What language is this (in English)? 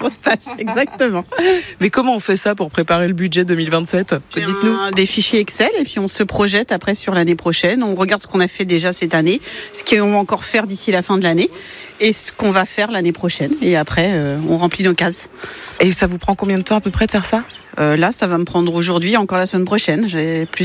French